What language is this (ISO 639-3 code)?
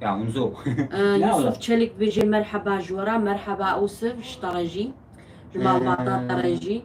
kur